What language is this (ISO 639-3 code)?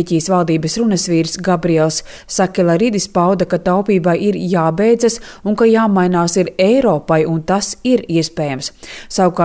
lav